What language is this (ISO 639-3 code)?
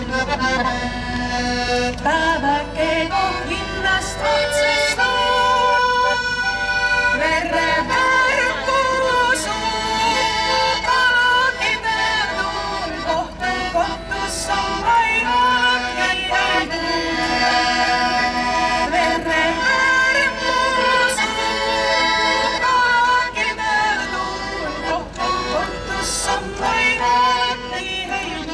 est